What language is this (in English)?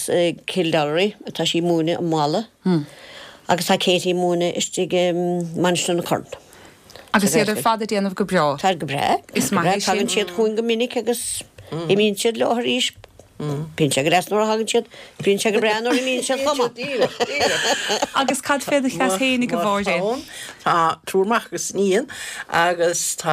Irish